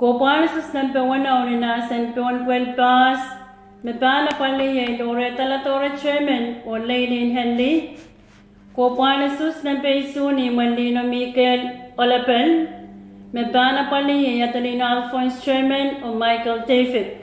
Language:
Pohnpeian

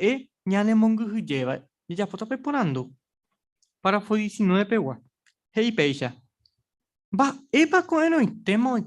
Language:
Guarani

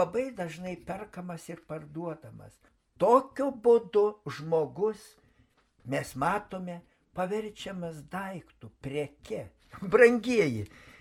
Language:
Lithuanian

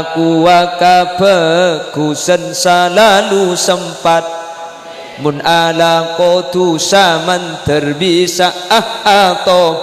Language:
Madurese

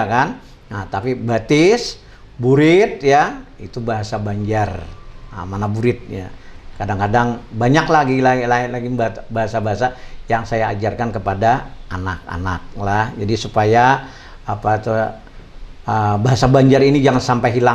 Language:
Banjar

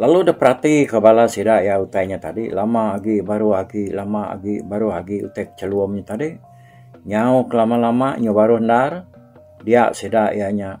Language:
Iban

